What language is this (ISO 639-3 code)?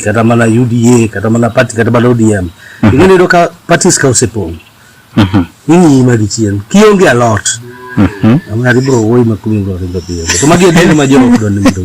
luo